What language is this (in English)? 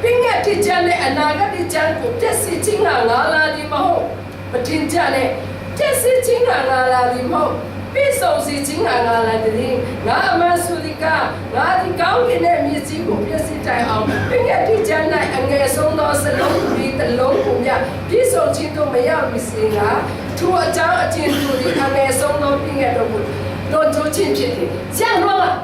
Falam Chin